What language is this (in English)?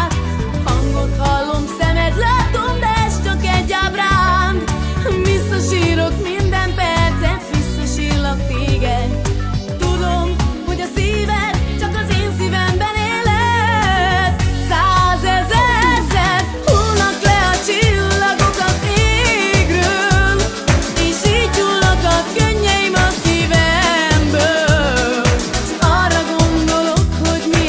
Hungarian